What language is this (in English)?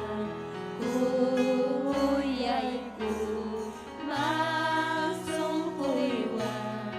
Ayacucho Quechua